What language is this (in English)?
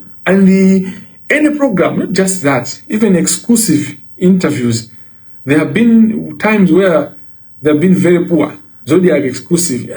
Nyanja